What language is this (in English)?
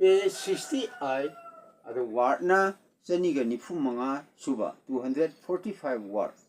Manipuri